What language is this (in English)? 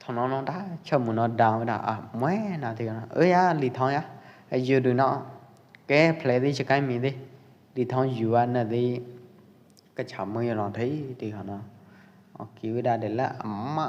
Pwo Eastern Karen